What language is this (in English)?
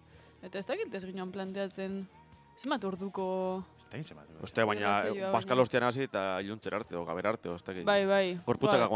Basque